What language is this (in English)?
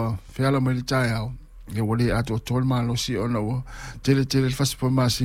Samoan